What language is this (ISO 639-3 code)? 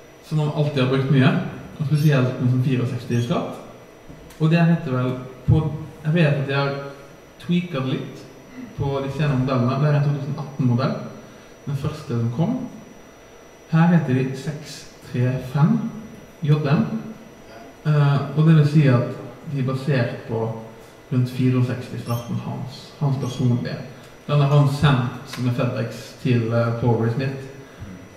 nor